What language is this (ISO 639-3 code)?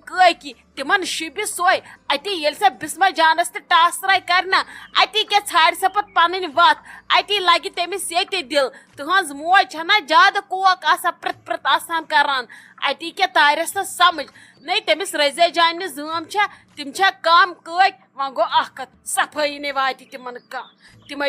kas